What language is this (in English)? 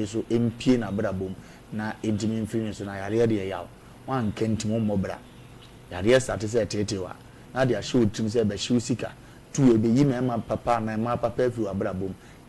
Akan